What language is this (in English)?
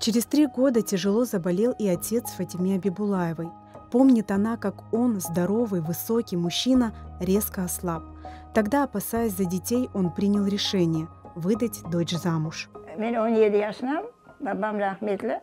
Crimean Tatar